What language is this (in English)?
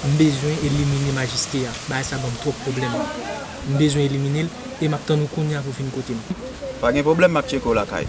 Haitian Creole